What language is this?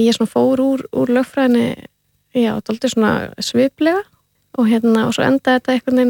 Icelandic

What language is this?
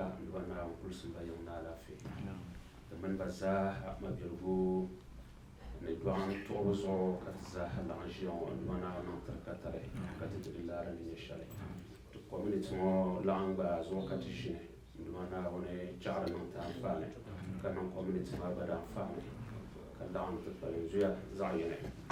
Dagbani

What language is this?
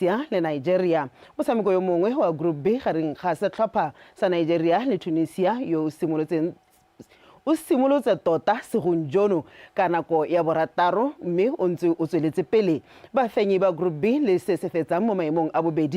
Tswana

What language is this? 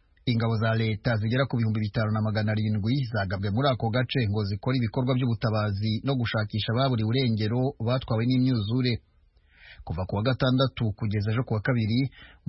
Kinyarwanda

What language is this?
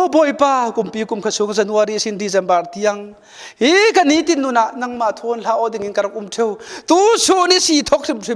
Falam Chin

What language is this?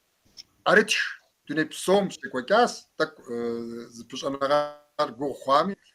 Kabardian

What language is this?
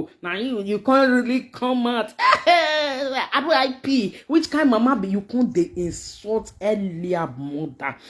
Nigerian Pidgin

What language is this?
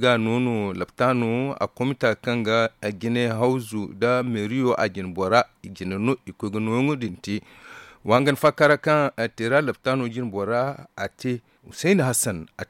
Zarma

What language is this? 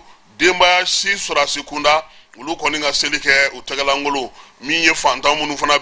Bambara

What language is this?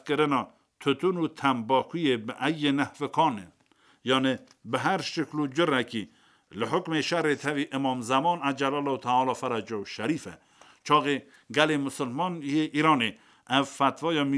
Kurdish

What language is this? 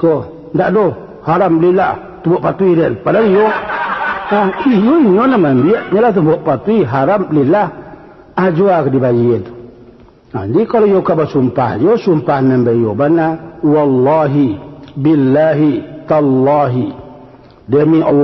Minangkabau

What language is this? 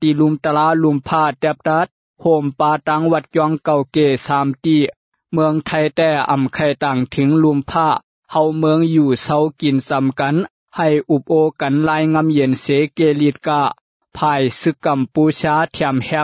Lao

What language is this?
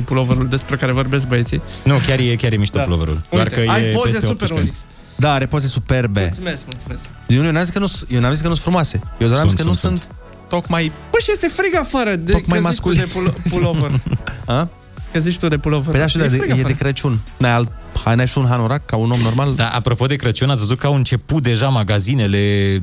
Romanian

